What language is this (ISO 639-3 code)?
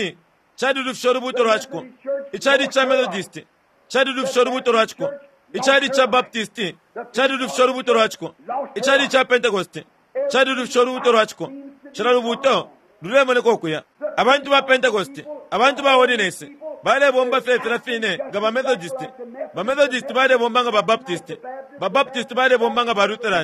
bem